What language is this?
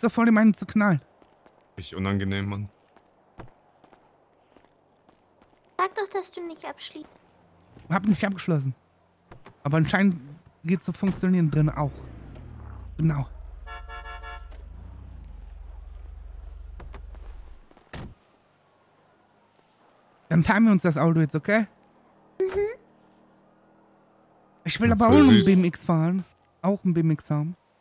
German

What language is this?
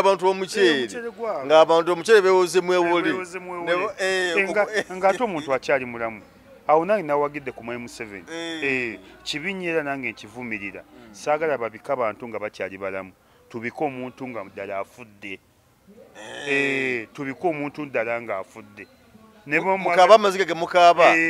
Ganda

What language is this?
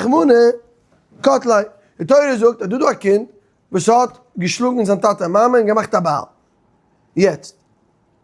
Yiddish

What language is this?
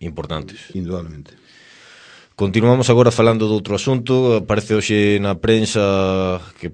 Galician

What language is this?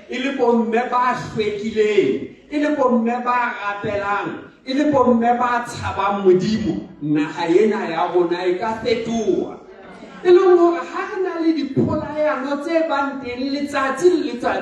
Southern Sotho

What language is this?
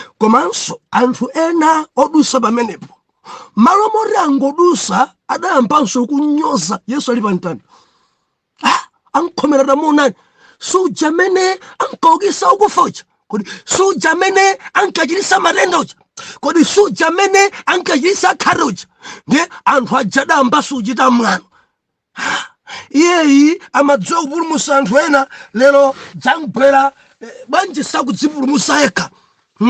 Nyanja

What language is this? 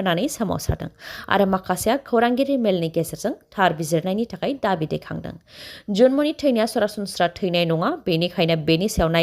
Bodo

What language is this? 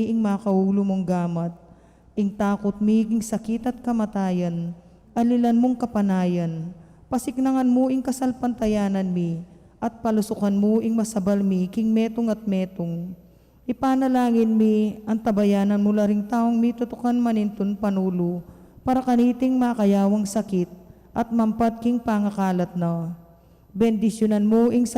Pampanga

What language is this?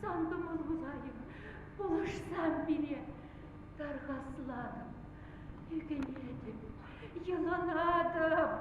Chuvash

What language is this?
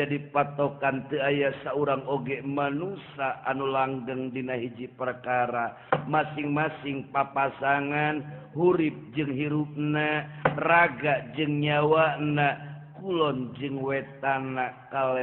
Sundanese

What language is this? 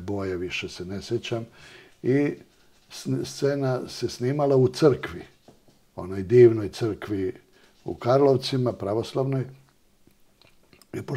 Serbian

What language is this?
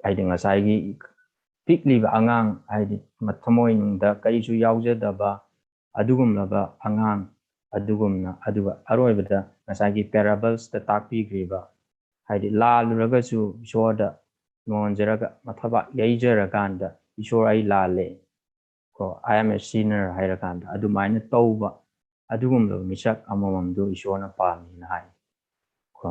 Manipuri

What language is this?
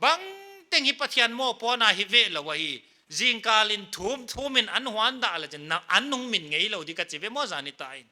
Paite Chin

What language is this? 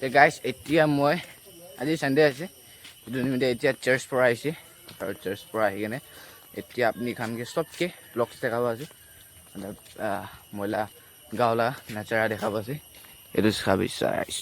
Naga Pidgin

